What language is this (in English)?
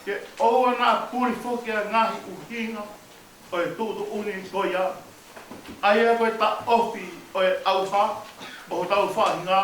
Tongan